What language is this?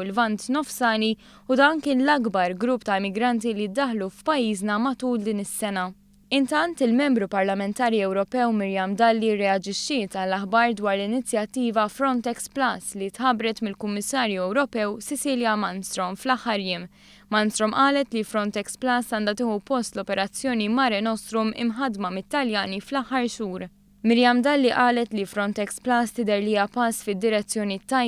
Maltese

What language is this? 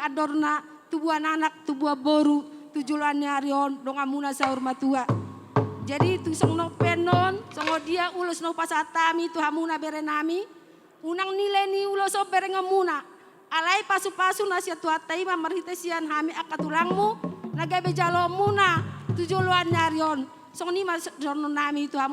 Batak Toba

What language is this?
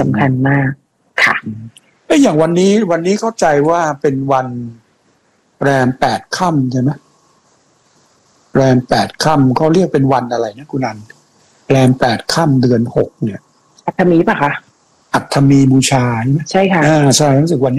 Thai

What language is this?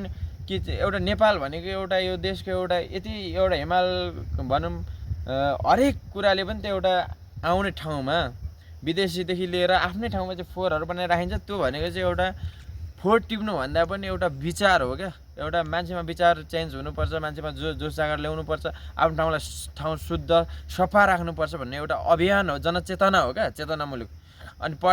Nepali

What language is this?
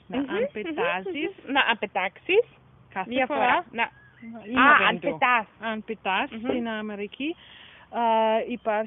Greek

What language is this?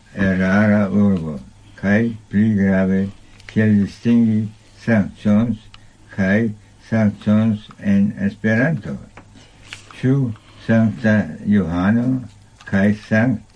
Esperanto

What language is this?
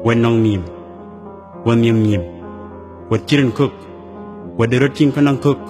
Dinka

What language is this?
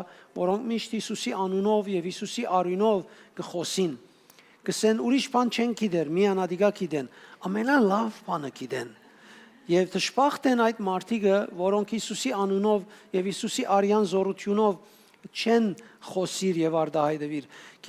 Western Armenian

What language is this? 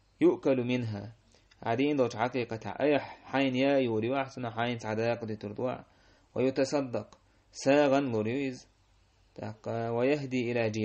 Chechen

